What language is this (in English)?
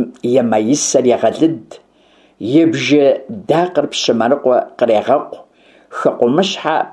Kabardian